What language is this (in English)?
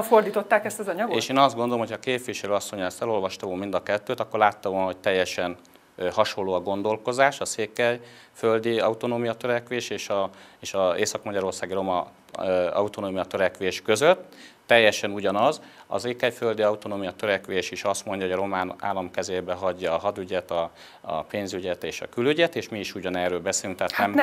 Hungarian